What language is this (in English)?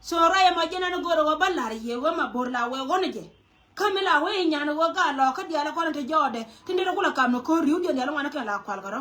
Nuer